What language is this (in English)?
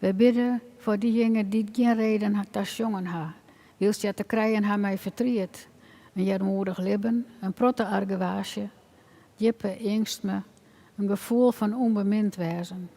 Western Frisian